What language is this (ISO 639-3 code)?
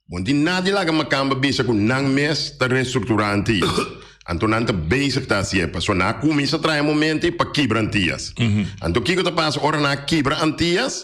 pap